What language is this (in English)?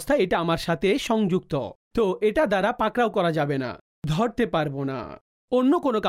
Bangla